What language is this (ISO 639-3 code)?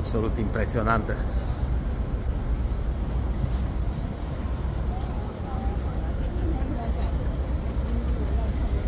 ron